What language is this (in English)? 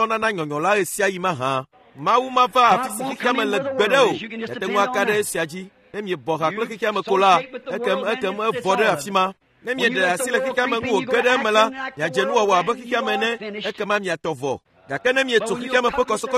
Ewe